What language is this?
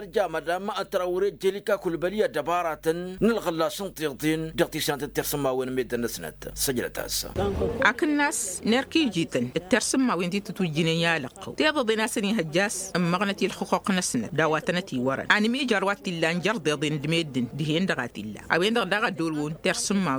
Tamasheq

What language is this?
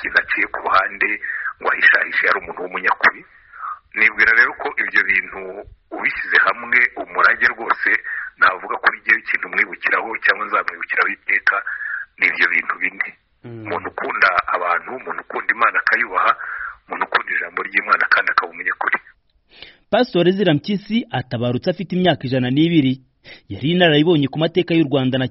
Kinyarwanda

